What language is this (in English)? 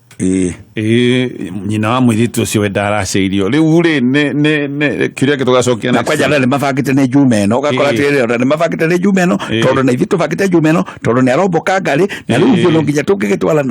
Kikuyu